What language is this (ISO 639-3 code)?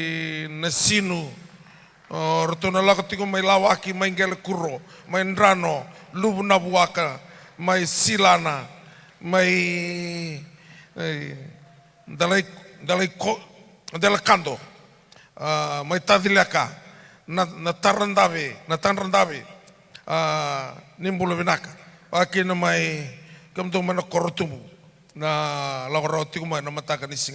fij